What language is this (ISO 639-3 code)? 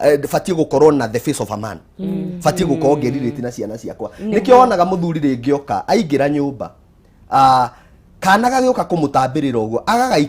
kik